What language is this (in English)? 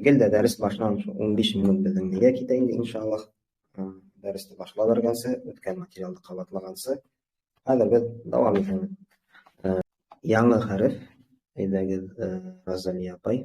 Bashkir